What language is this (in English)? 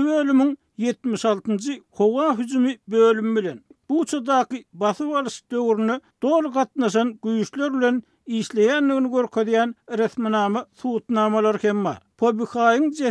Turkmen